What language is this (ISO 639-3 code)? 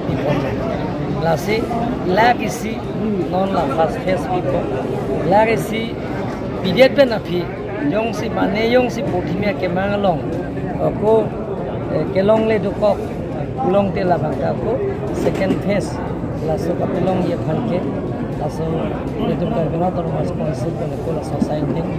mjw